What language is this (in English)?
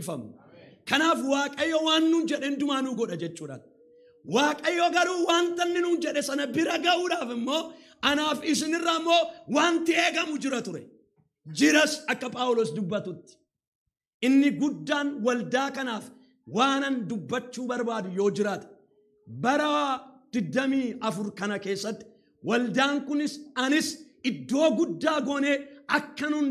Oromo